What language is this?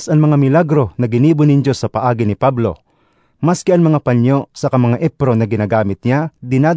Bikol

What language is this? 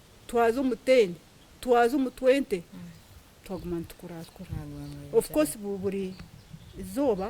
Nyankole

